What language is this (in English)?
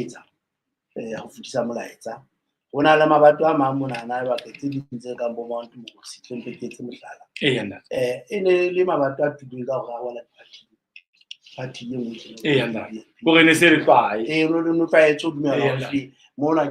Southern Sotho